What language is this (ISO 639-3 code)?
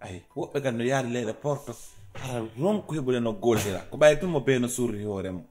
ful